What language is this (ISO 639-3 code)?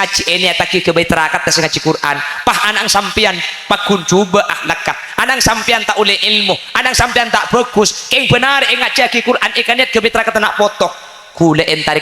mad